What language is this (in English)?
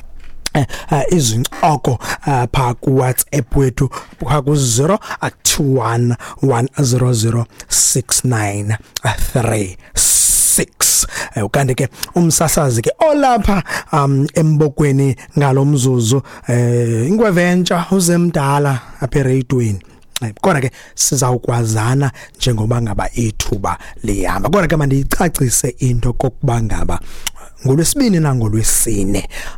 Xhosa